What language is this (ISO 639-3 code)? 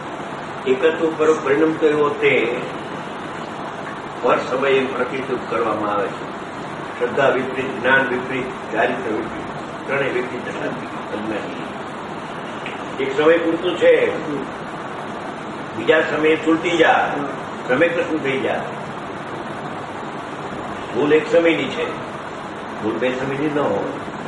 guj